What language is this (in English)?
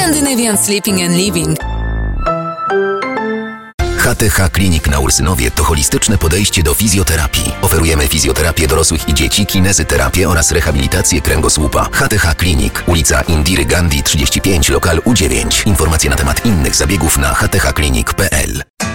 Polish